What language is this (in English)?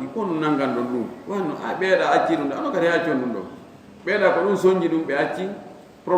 Fula